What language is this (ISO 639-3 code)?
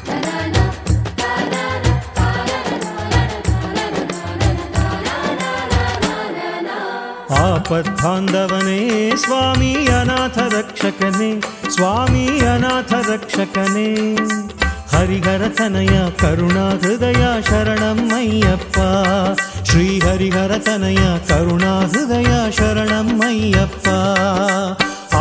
kan